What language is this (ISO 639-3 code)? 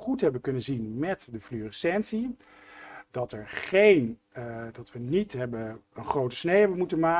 nld